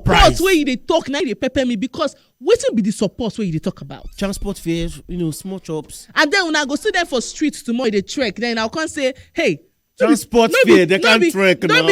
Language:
Nigerian Pidgin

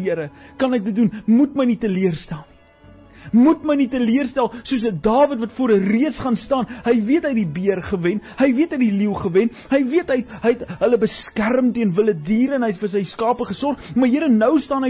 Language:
Afrikaans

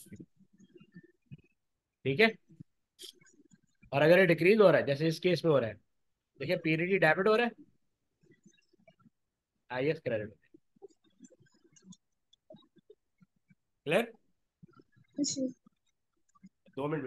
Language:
Hindi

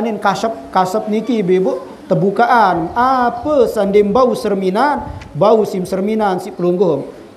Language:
Sasak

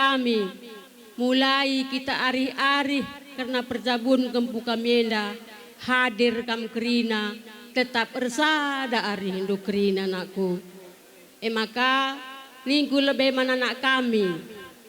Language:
Batak Karo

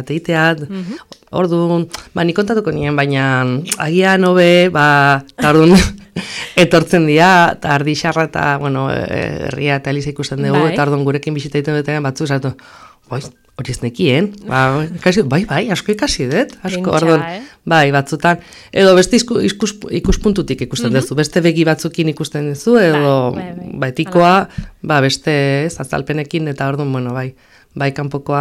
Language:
Basque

